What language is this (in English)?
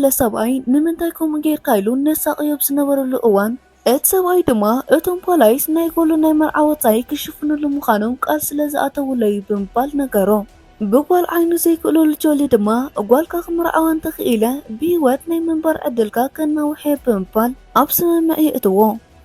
Tigrinya